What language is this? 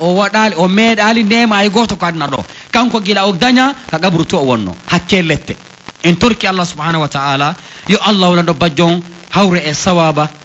Pular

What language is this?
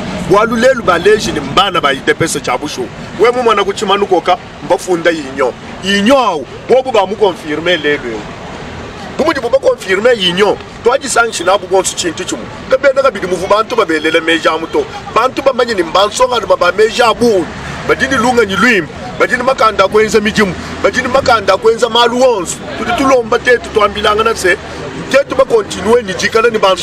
Luba-Lulua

